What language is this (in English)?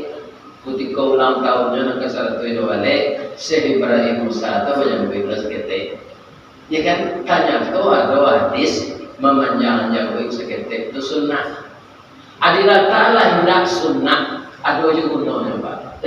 Minangkabau